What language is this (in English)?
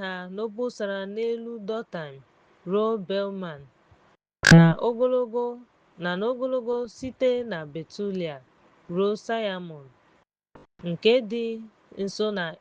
Igbo